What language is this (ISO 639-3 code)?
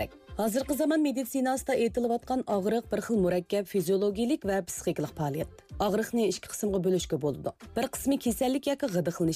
uig